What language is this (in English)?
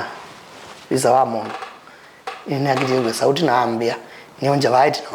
Kamba